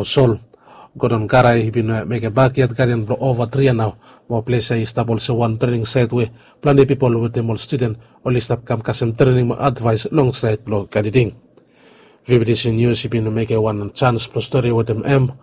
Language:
Bislama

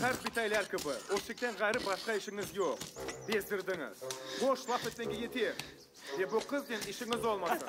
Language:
Crimean Tatar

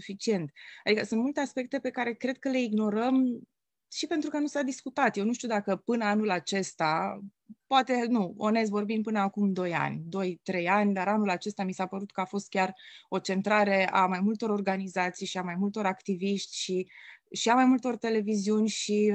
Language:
Romanian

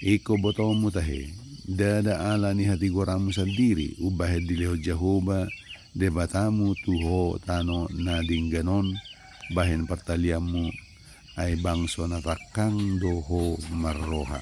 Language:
Batak Toba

